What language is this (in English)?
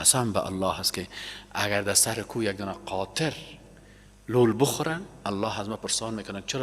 Persian